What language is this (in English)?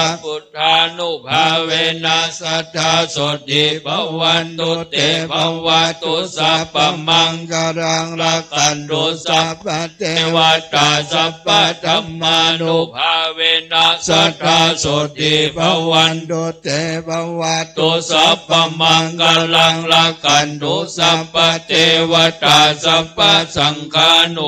Pali